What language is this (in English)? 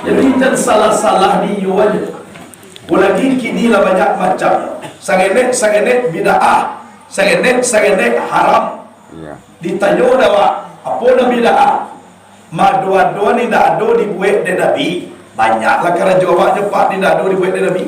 Minangkabau